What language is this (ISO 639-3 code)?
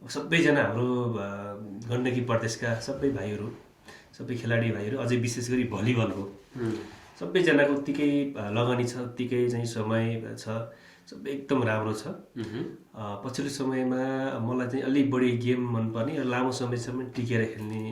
nep